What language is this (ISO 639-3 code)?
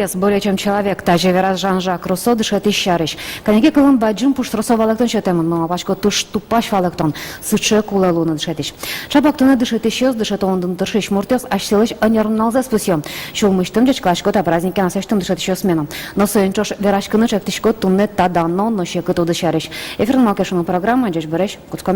udm